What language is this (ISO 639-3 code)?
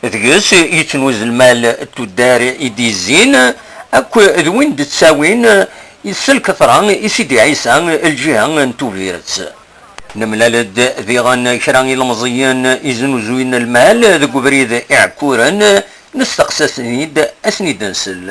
kab